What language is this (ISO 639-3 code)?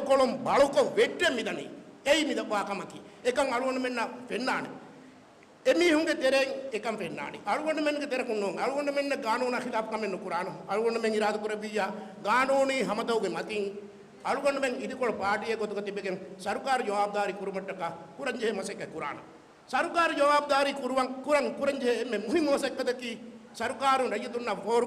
div